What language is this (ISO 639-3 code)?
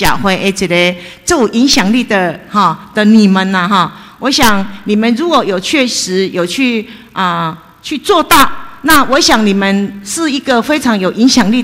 zho